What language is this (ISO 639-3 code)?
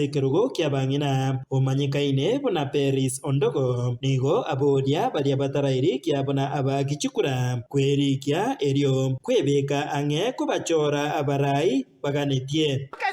guz